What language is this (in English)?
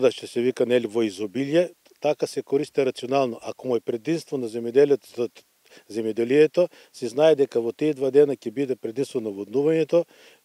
Macedonian